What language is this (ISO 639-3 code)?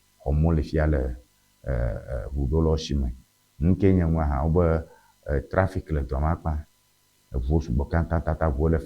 ewe